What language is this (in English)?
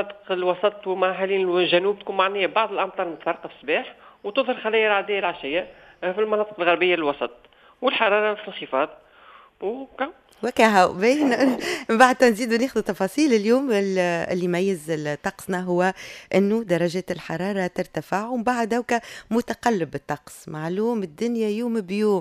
Tunisian Arabic